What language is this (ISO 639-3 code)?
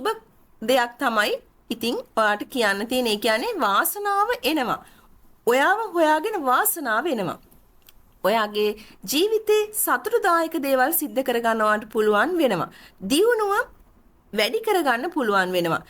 sin